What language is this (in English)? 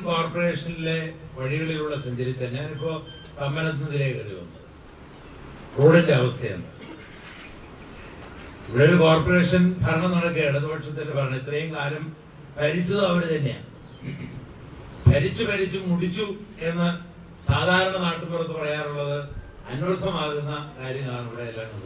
Malayalam